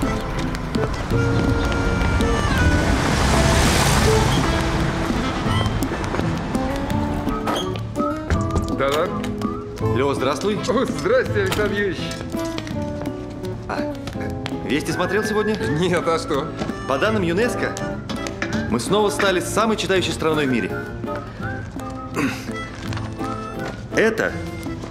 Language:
Russian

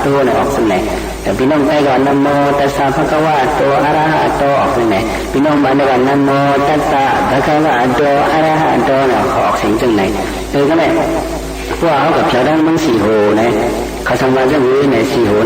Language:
Shan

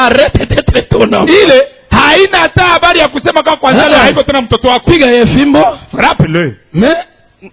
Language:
Swahili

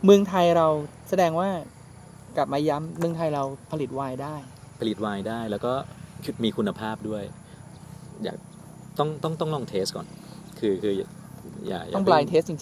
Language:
Thai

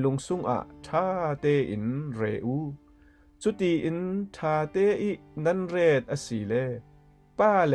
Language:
Falam Chin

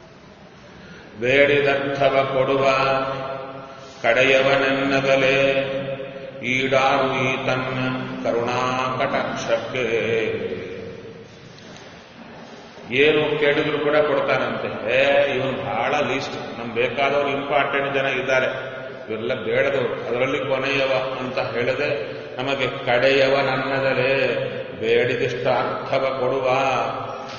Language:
Kannada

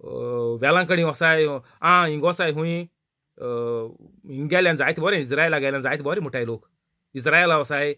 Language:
Konkani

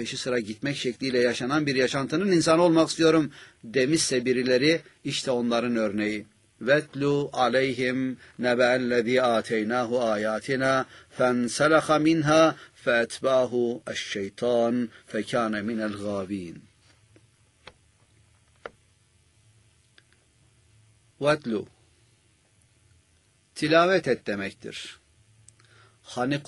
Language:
Turkish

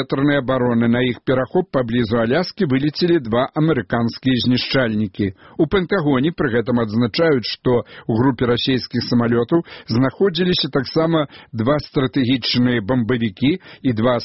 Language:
Belarusian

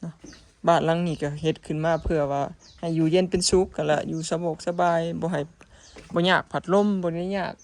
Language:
Lao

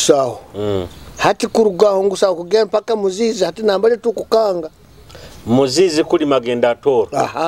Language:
Nyoro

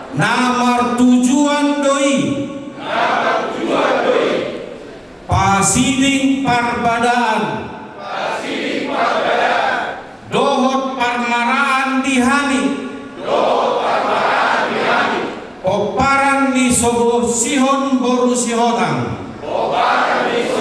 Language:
Batak Toba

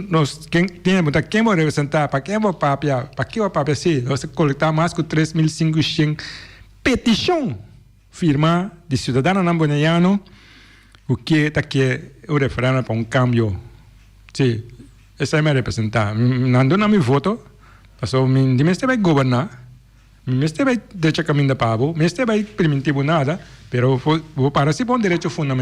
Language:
Papiamento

